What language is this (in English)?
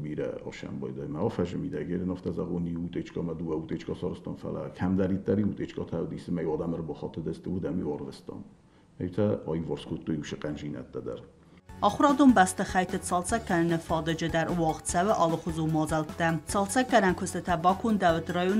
Ossetic